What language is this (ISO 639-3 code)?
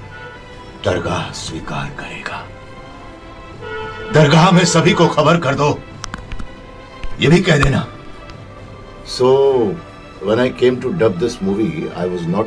hin